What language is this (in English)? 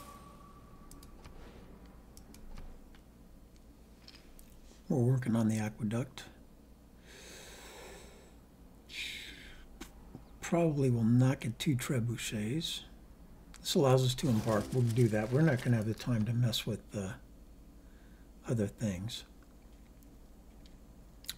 English